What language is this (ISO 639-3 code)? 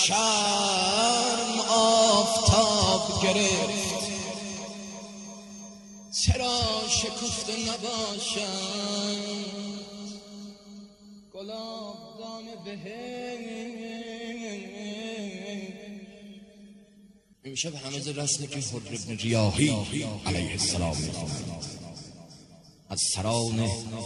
fas